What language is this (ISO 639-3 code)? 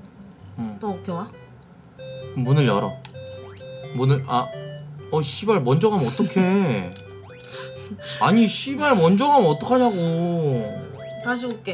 kor